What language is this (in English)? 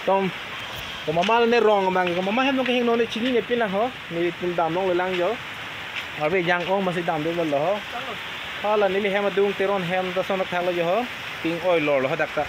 Karbi